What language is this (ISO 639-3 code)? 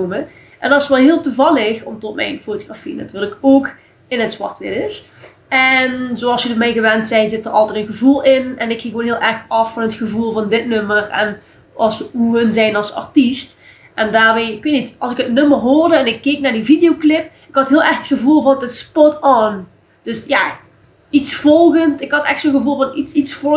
lim